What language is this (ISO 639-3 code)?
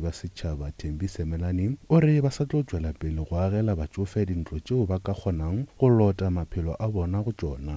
nso